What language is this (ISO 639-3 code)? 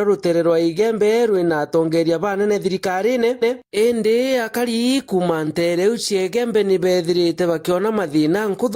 mer